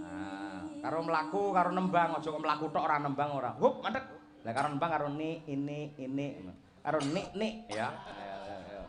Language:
Javanese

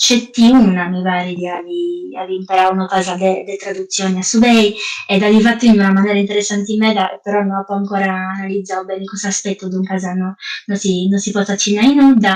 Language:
Sardinian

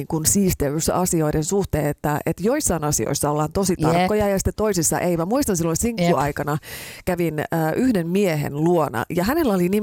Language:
Finnish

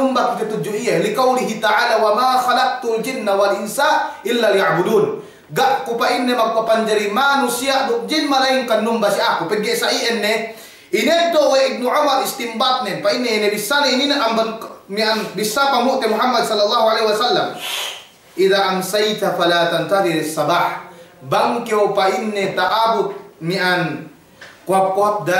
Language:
Yakan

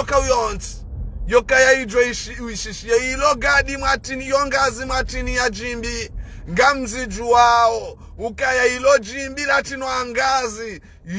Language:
Ngazidja Comorian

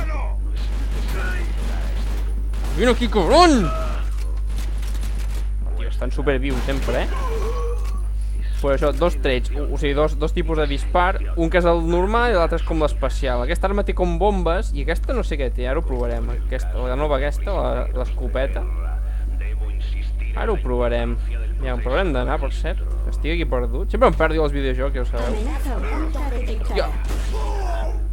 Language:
Catalan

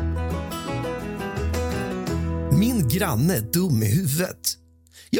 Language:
Swedish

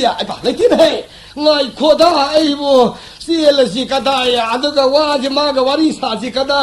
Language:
Manipuri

